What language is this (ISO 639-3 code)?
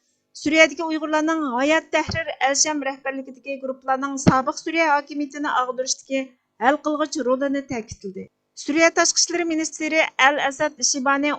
uig